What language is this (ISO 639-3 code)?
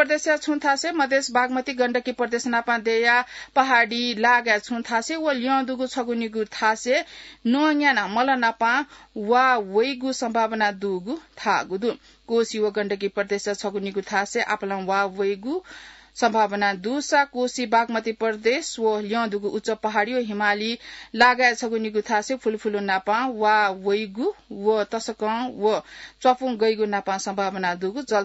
new